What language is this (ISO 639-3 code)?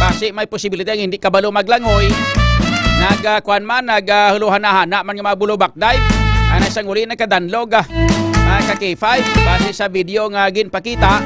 hil